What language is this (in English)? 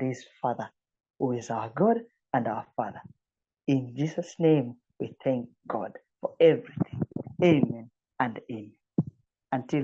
English